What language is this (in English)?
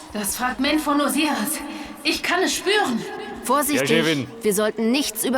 Bavarian